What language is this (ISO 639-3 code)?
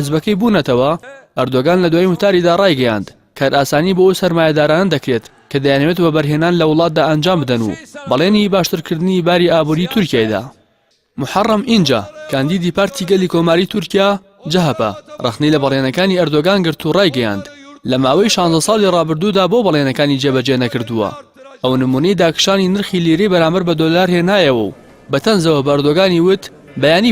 ckb